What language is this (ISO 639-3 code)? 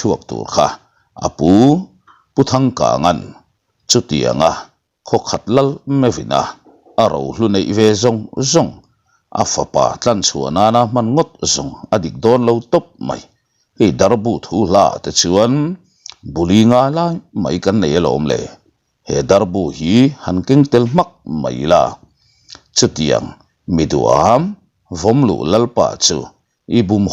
lus